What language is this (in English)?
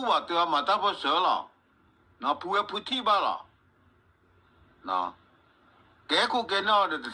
S'gaw Karen